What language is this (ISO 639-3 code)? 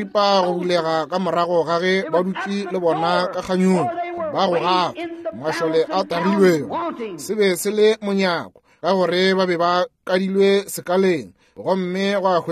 nso